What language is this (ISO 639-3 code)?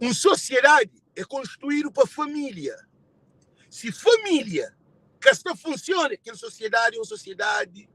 kea